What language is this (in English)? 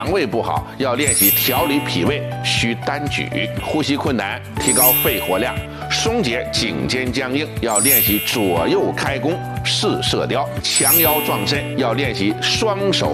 Chinese